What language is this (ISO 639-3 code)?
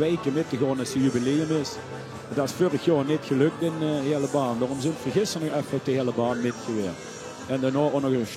lim